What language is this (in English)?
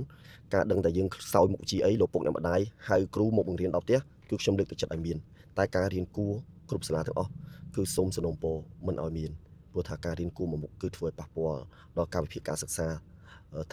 Khmer